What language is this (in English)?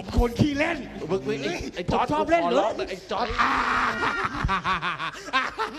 Thai